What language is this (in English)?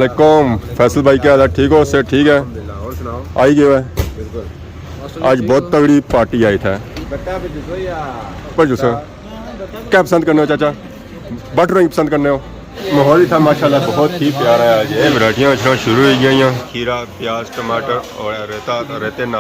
Pahari-Potwari